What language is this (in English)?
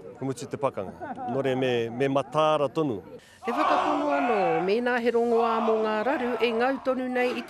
Māori